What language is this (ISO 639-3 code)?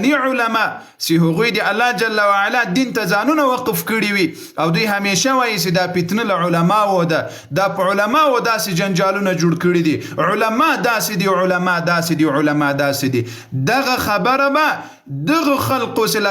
pus